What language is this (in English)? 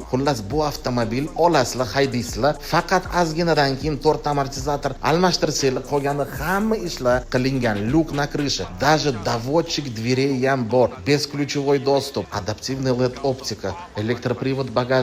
Uzbek